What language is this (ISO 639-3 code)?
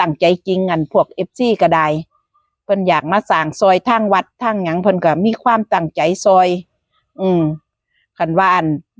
tts